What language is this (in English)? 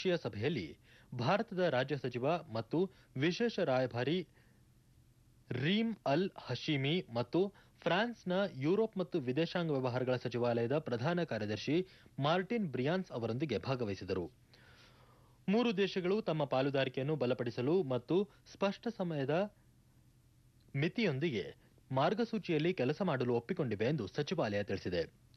Kannada